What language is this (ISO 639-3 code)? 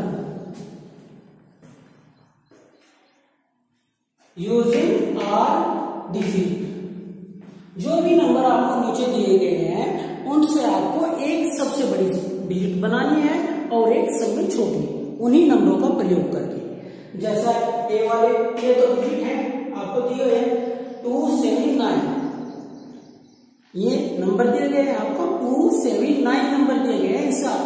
hin